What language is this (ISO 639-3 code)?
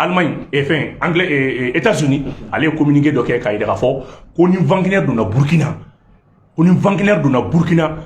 bam